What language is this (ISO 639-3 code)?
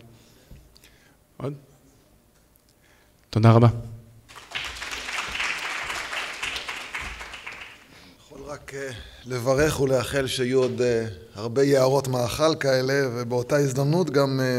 heb